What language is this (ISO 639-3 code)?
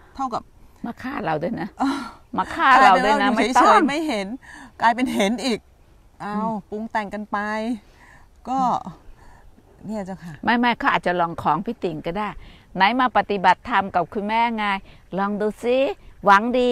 tha